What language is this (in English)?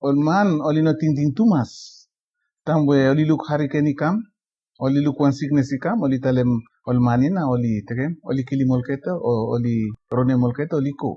Bislama